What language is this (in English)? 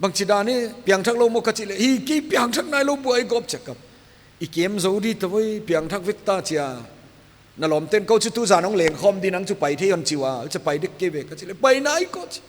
Paite Chin